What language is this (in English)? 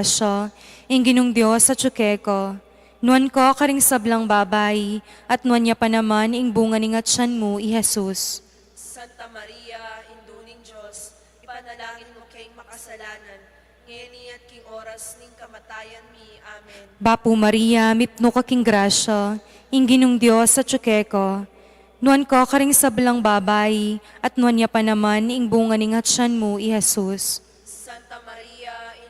Pampanga